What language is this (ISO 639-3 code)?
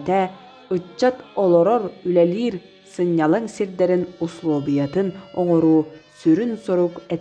sah